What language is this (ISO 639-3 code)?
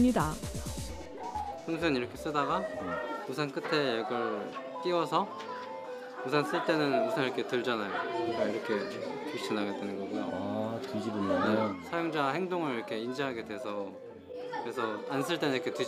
kor